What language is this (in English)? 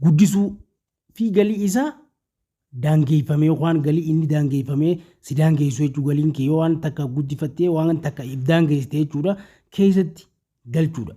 Oromo